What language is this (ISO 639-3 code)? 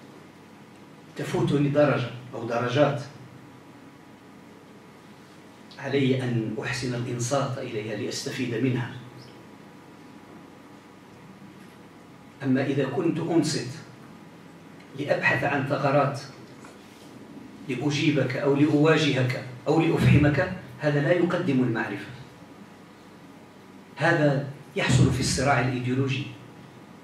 ara